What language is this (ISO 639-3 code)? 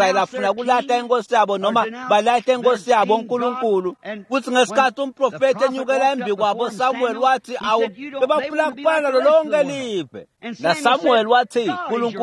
ssw